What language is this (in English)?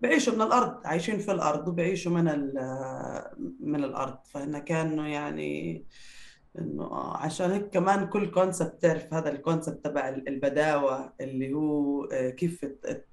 North Levantine Arabic